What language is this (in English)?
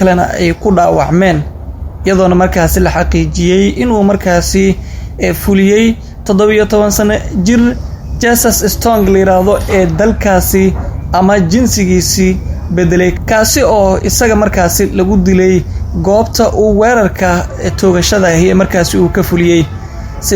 Somali